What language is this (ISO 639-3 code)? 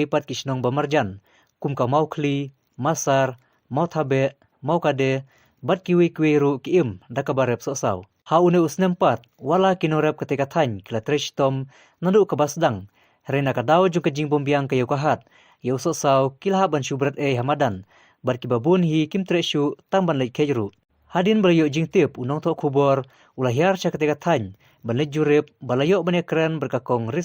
kha